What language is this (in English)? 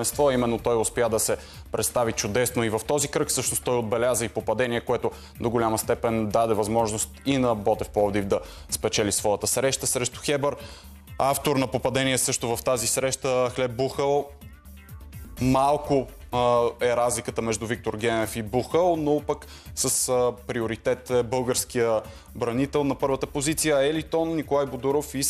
Bulgarian